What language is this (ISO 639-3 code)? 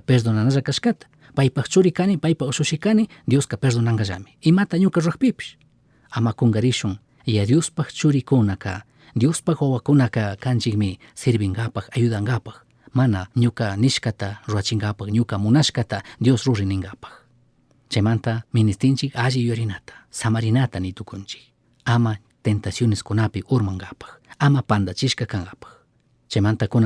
qug